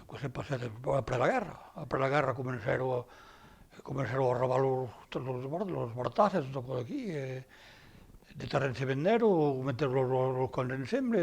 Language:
Occitan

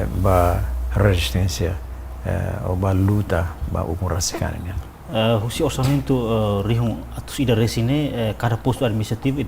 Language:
Tetum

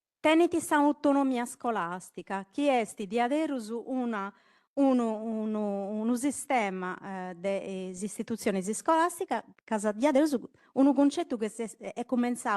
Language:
Sardinian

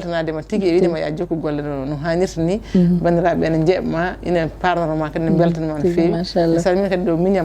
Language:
Fula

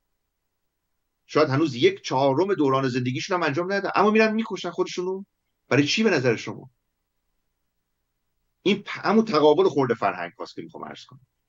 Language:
Persian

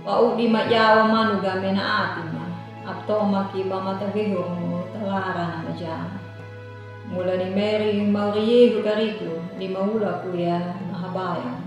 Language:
Anakalangu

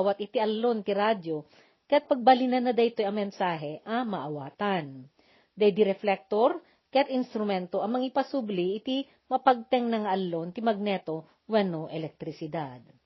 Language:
Iloko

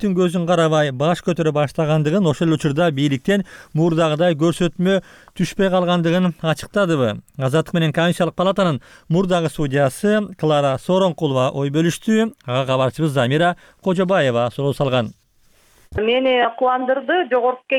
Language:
Kyrgyz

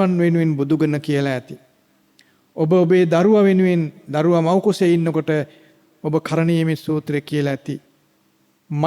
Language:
Sinhala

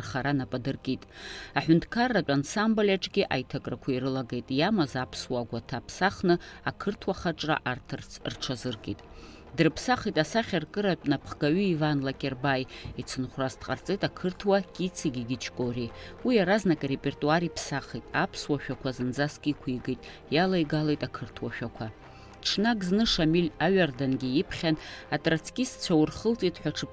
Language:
Abkhazian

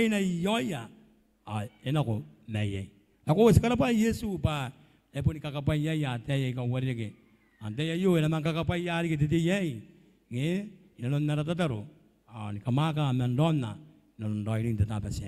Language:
Gilbertese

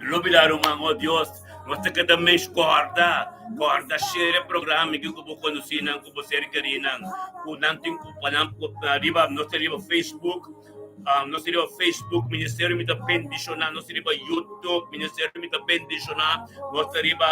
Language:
Papiamento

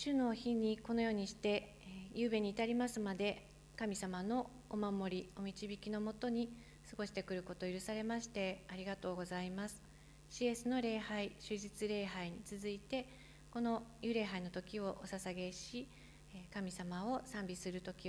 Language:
Japanese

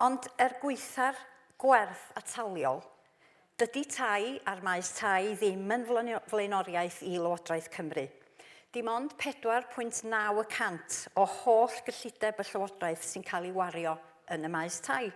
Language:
Welsh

